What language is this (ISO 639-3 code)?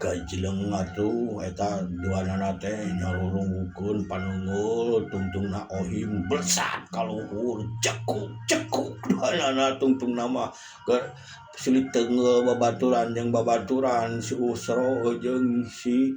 sun